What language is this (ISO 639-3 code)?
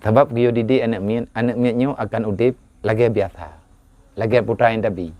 ace